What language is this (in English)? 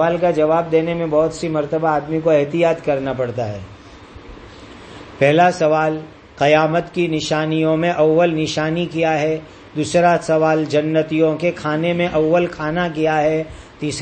Urdu